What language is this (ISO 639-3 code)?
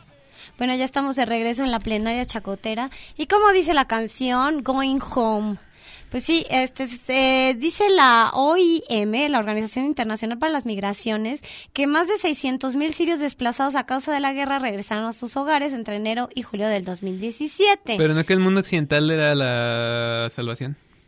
spa